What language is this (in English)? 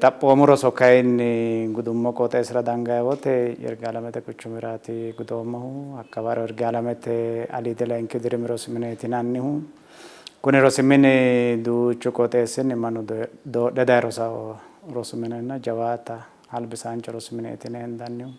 Sidamo